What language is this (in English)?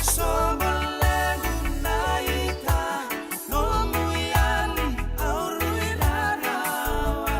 Fijian